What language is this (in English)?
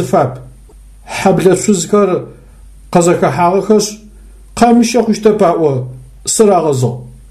Adyghe